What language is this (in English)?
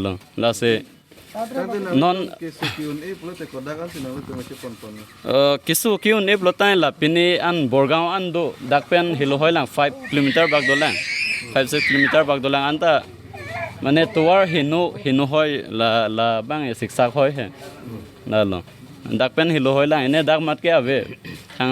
Karbi